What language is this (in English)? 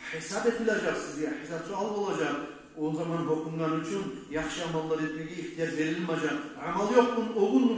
Kumyk